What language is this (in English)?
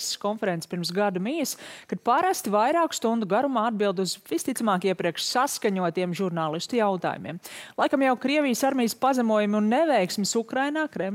Latvian